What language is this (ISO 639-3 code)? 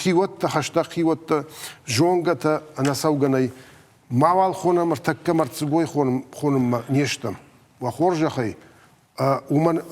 oss